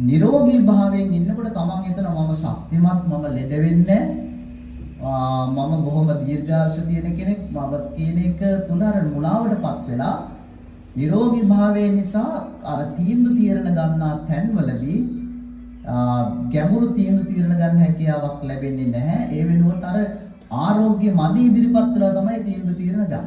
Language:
Sinhala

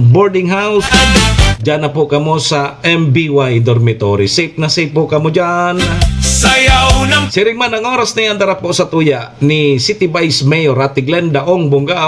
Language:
Bikol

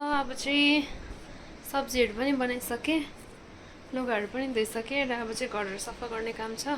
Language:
Nepali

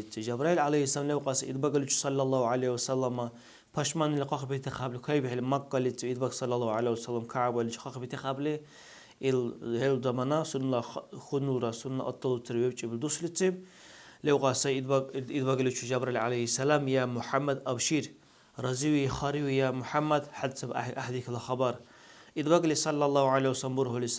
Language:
Dargwa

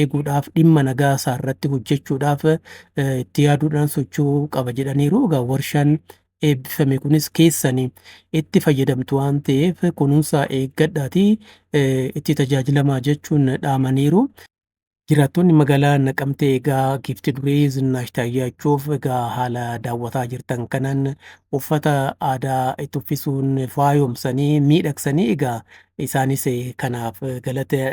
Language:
Oromo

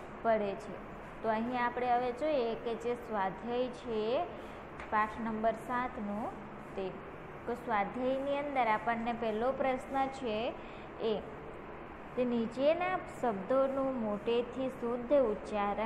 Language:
Gujarati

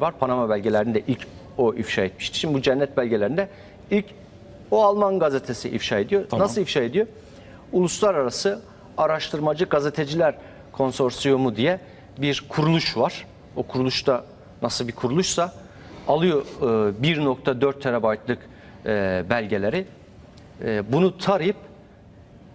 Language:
Turkish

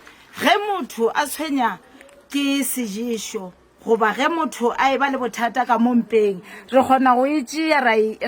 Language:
Northern Sotho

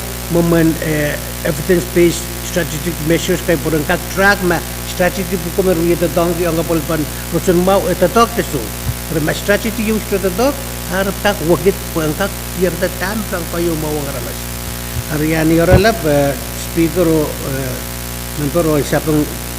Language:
Pohnpeian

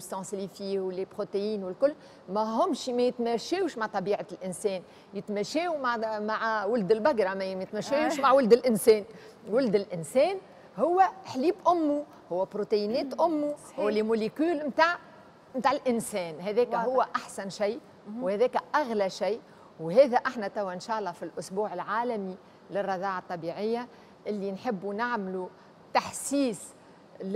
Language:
Tunisian Arabic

